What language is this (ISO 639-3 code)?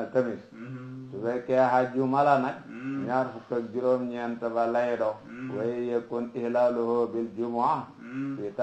wol